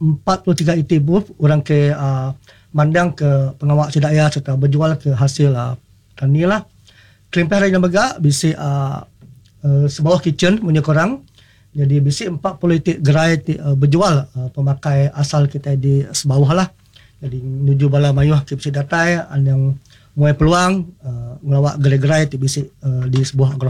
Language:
Iban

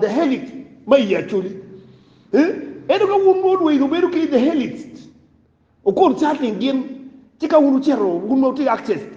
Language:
Acoli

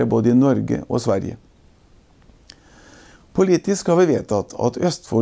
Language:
Norwegian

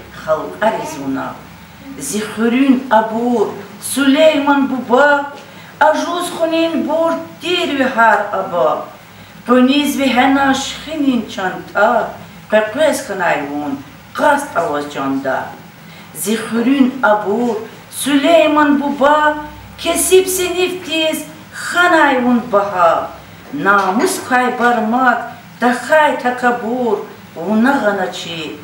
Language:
Lezghian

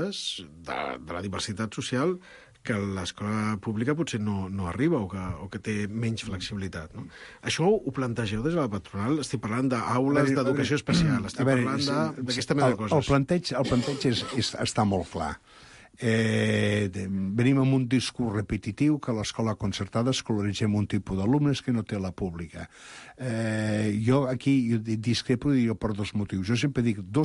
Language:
Catalan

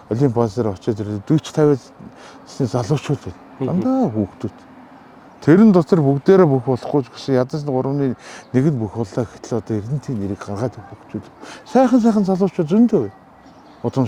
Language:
Mongolian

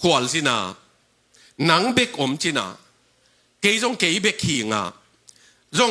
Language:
Tedim Chin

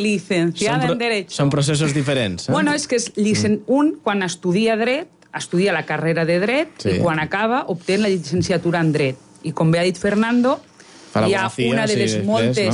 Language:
Catalan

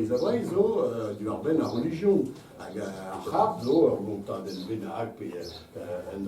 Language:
Breton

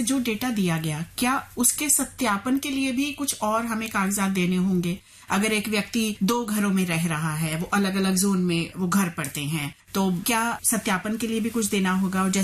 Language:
Hindi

